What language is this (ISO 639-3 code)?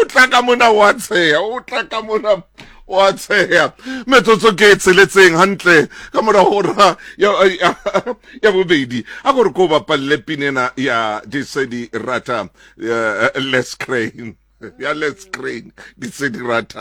sot